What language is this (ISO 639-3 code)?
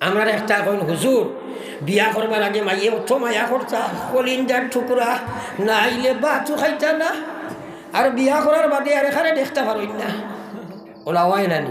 syl